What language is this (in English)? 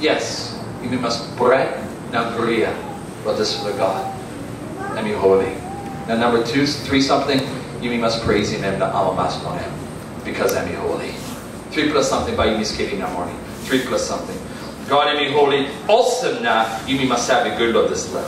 Tok Pisin